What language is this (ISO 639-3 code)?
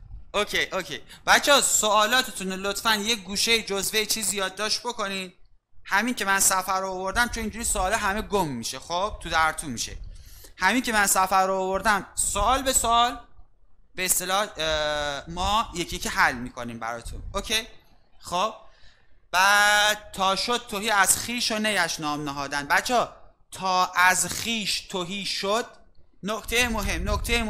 fas